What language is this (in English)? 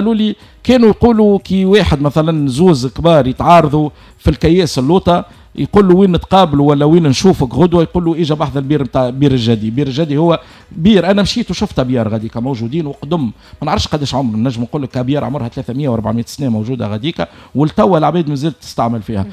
Tunisian Arabic